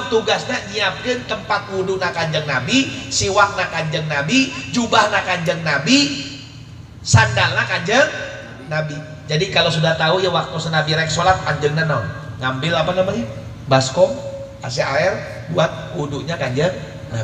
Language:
Sundanese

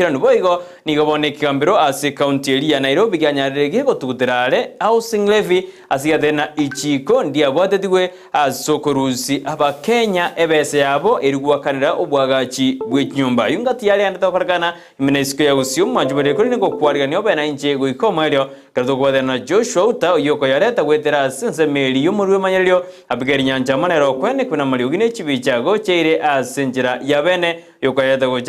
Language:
Gusii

